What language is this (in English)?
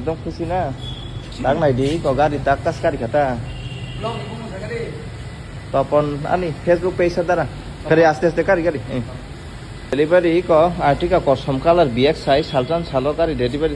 Kok Borok